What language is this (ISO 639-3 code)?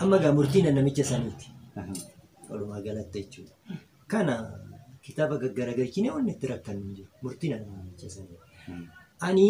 orm